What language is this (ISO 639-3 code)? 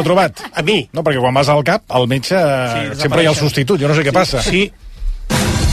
cat